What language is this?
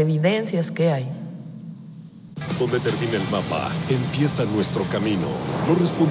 Spanish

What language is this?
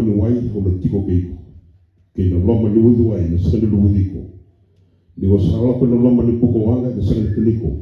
Fijian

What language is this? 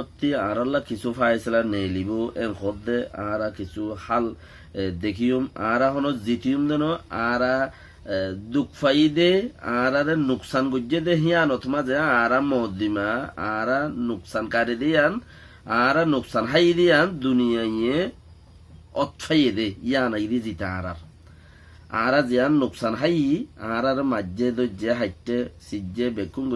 Rohingya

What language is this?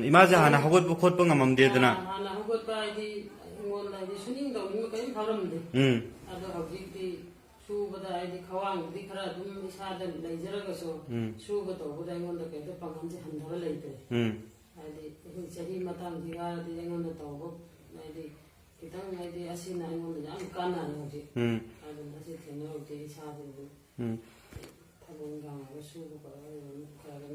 Manipuri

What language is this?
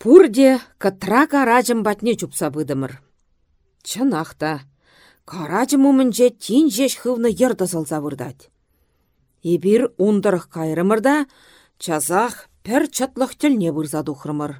Chuvash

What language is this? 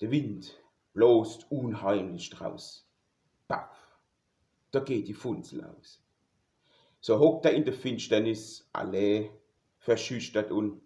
Palatine German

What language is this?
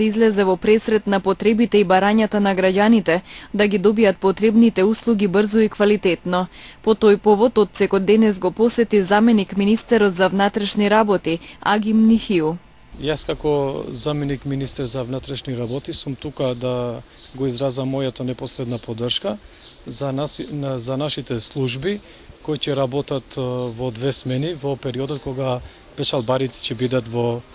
Macedonian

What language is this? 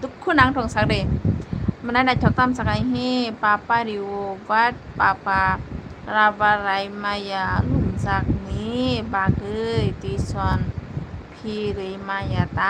Kok Borok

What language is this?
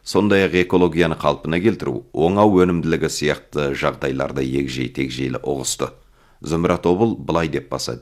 Kazakh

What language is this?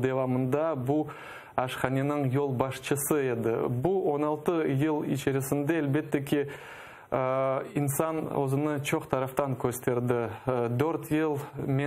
Crimean Tatar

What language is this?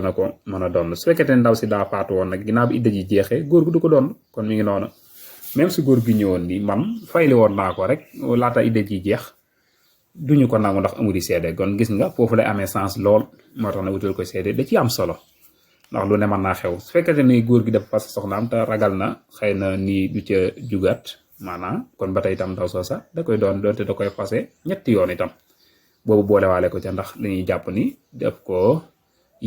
Wolof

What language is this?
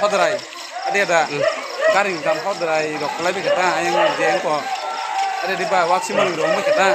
Kok Borok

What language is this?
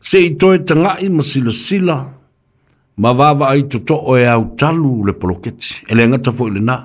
Samoan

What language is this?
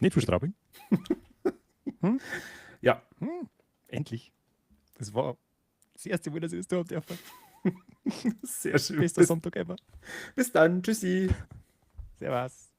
Bavarian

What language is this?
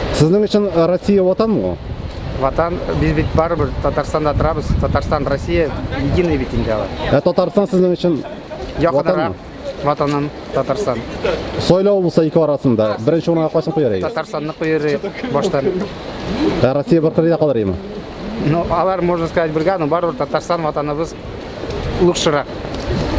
Tatar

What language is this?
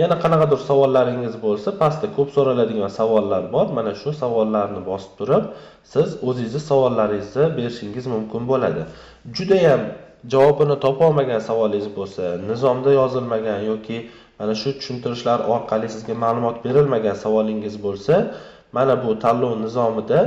Uzbek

